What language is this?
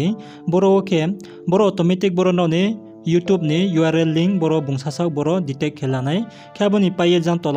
Riang (India)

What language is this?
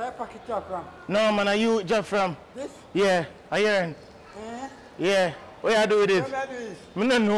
Jamaican Creole English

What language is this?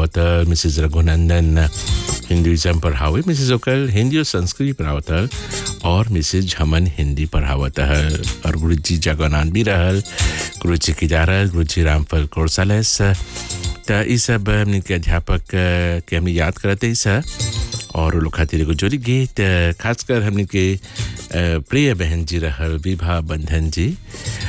Bhojpuri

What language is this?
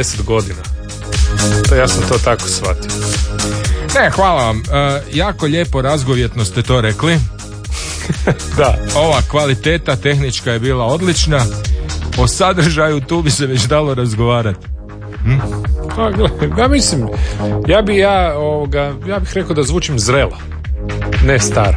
Croatian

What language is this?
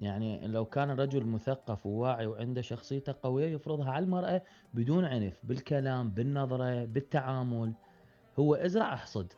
Mesopotamian Arabic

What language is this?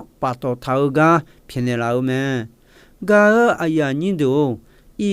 Akha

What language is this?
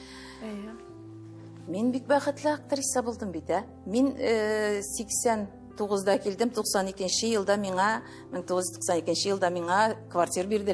Tatar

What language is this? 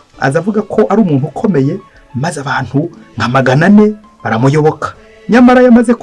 Kinyarwanda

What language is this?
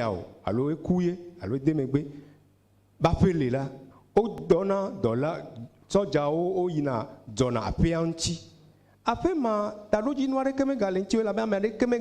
Ewe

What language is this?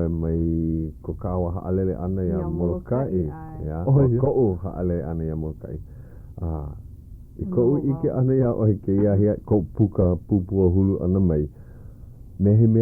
Hawaiian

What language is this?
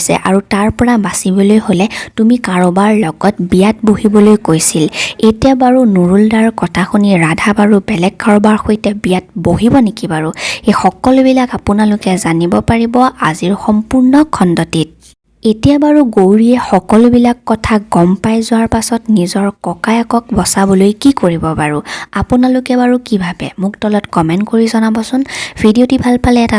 Assamese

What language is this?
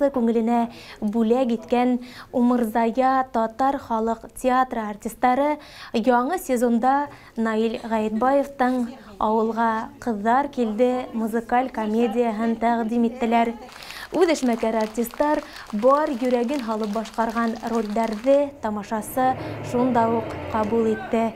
Bashkir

